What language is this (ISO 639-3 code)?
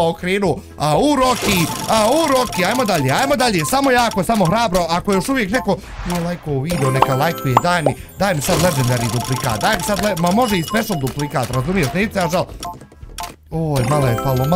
bos